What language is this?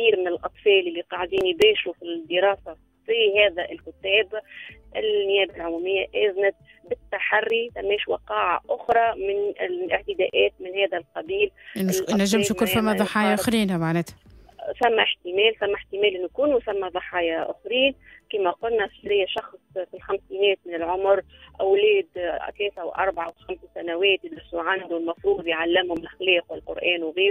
Tunisian Arabic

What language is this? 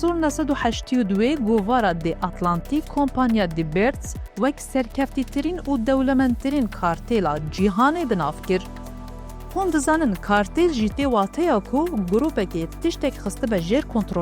Kurdish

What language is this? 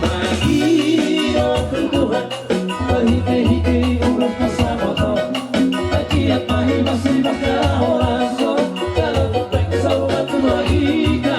Batak Toba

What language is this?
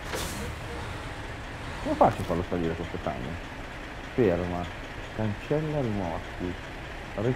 Italian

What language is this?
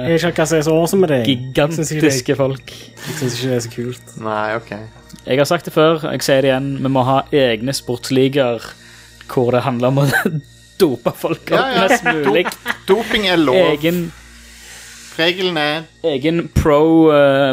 Norwegian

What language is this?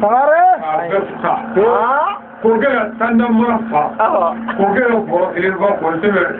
Bambara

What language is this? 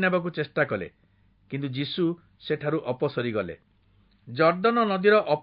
Odia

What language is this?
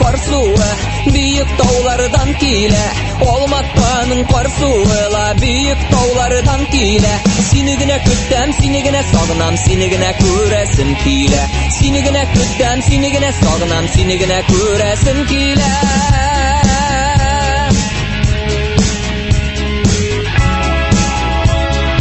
Tatar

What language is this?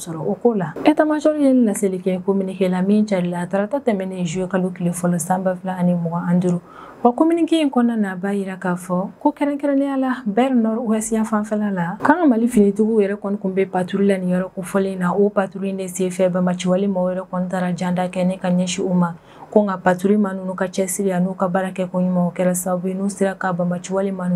Bambara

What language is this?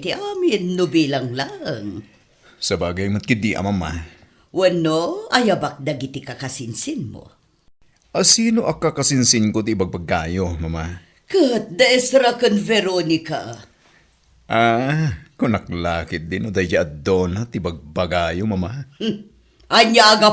Iloko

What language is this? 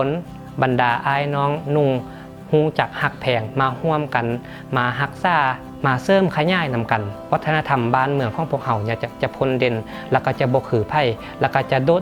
Lao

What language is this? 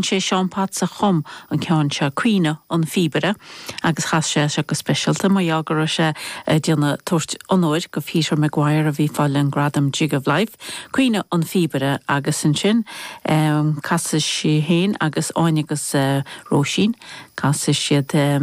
Irish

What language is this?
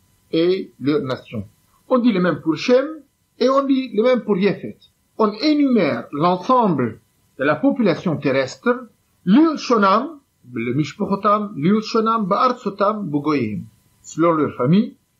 French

